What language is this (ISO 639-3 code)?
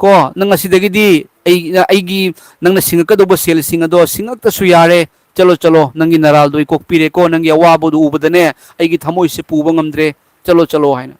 mni